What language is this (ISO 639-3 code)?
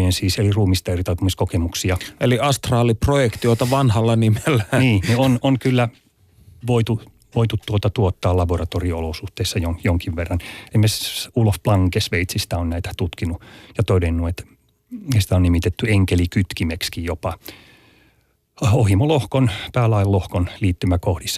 fin